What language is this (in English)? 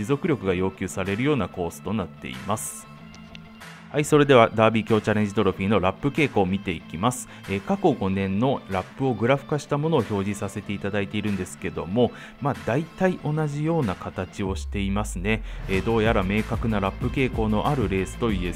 Japanese